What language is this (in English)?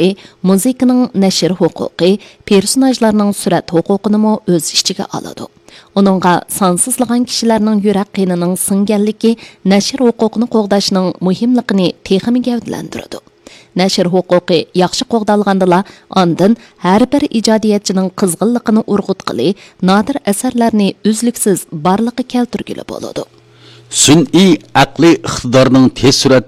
Uyghur